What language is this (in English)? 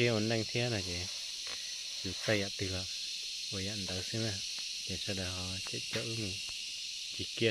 Hmong